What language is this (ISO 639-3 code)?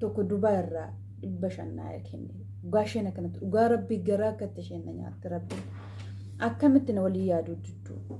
orm